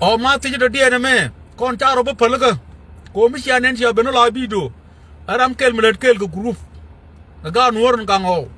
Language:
Nuer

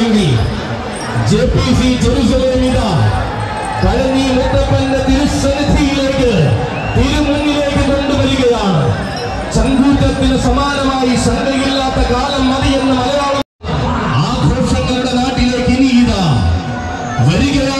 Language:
Malayalam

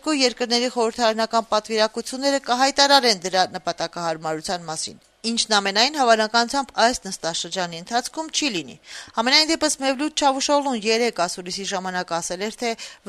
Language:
Armenian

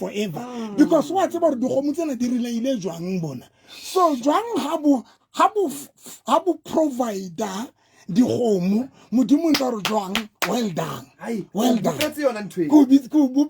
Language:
Southern Sotho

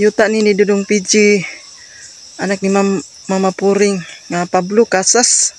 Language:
Cebuano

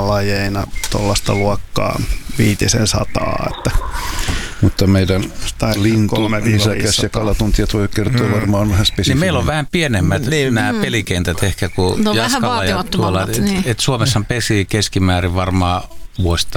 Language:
Finnish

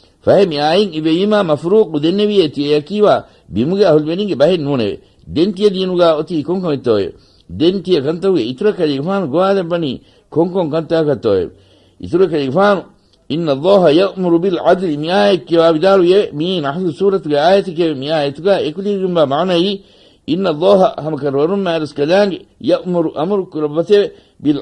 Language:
Divehi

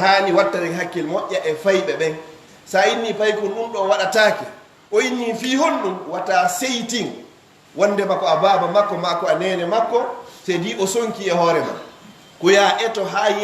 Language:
Fula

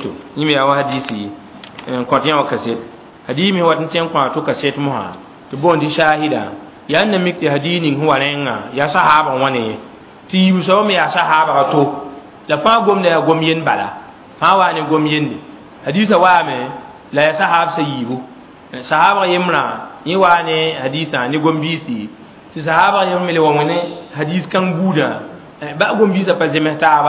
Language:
Mossi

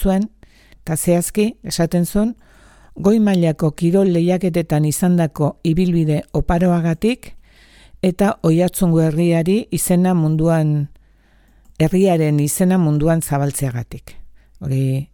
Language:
Basque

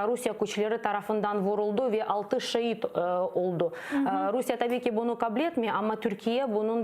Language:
Crimean Tatar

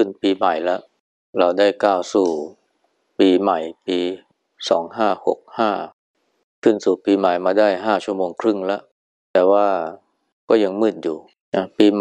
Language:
Thai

